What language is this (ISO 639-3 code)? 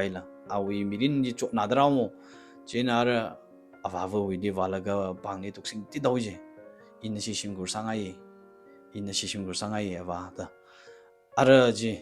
nmf